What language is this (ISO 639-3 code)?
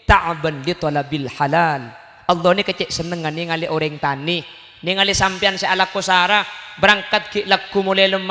mad